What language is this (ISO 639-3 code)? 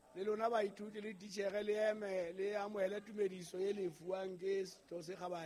sot